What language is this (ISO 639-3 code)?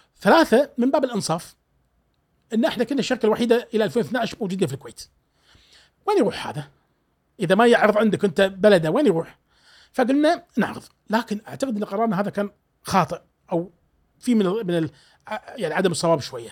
afb